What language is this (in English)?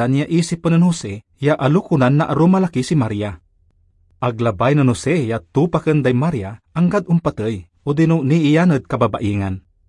Pangasinan